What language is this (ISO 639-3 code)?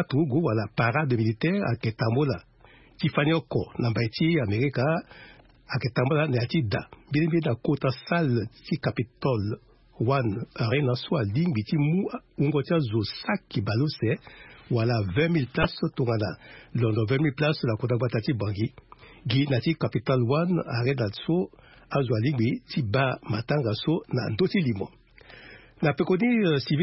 sag